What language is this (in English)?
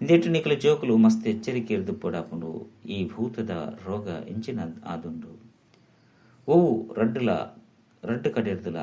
Tulu